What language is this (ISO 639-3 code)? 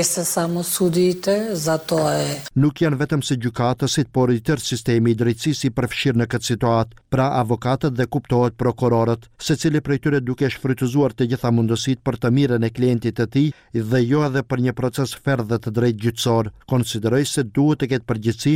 sqi